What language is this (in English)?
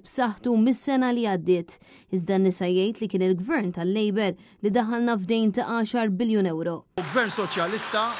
Maltese